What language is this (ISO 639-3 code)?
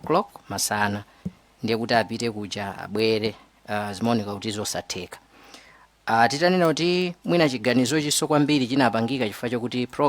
nya